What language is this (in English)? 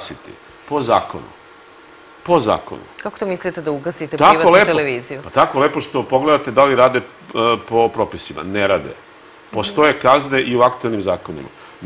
Serbian